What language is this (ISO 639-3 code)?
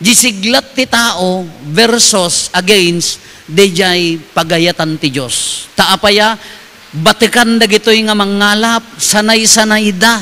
ilo